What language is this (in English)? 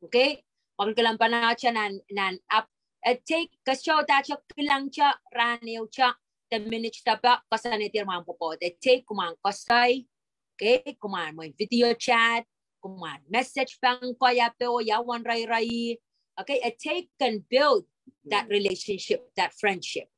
Pohnpeian